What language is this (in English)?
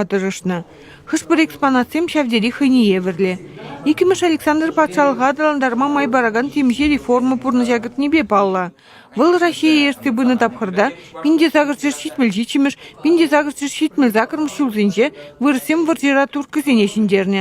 Chuvash